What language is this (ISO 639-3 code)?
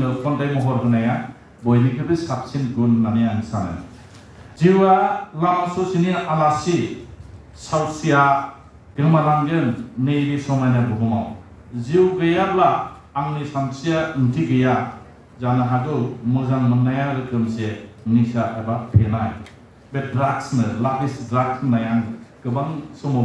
brx